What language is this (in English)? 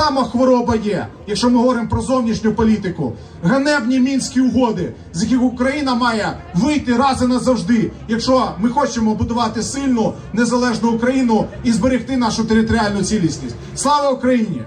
Ukrainian